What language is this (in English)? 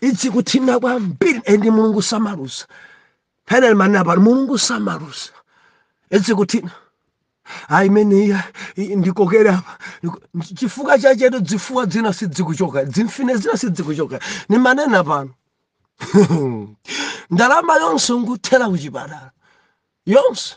Nyanja